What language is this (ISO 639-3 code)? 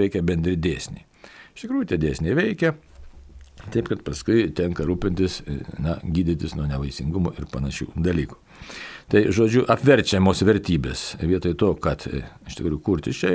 lit